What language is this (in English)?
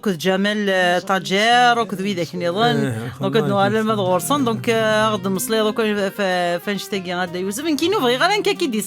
Kabyle